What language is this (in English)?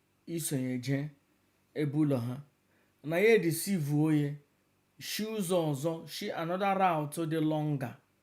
Igbo